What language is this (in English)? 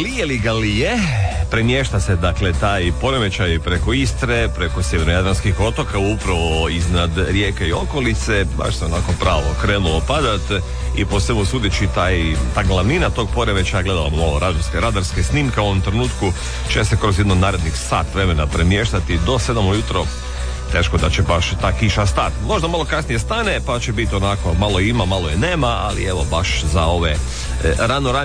Croatian